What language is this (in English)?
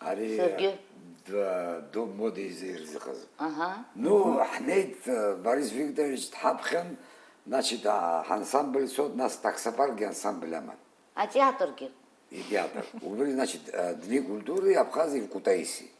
Abkhazian